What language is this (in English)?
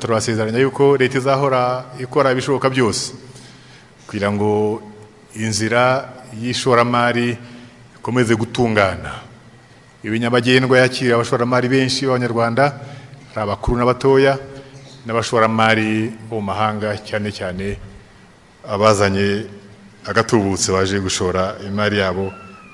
Kinyarwanda